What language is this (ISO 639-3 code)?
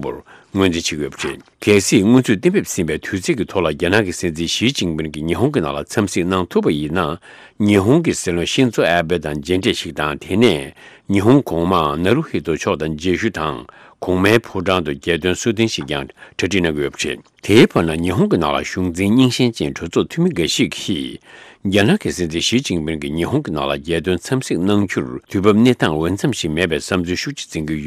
bod